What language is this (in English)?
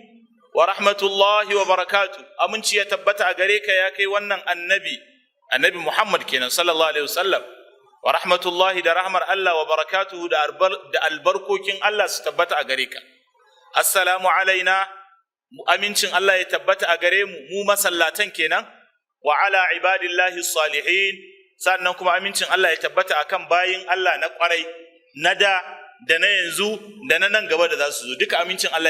Hausa